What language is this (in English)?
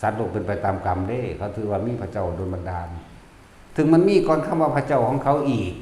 Northeastern Thai